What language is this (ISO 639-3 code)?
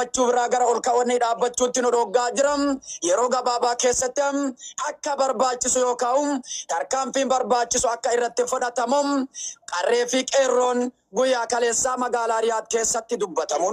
orm